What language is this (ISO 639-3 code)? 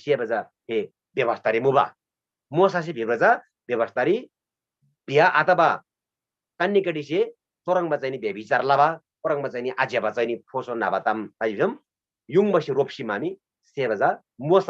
taj